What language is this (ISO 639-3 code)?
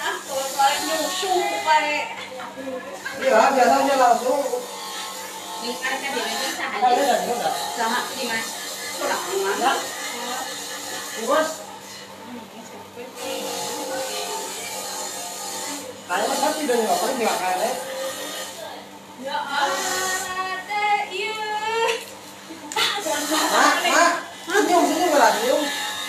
sun